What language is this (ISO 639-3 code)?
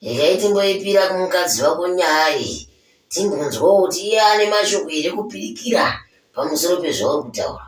sna